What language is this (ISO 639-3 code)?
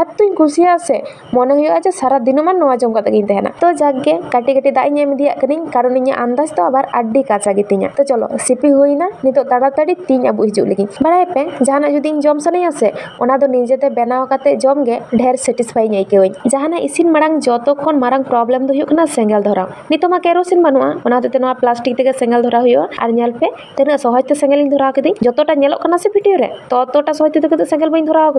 sat